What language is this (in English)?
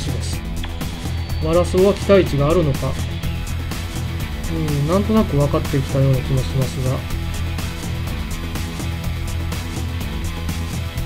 Japanese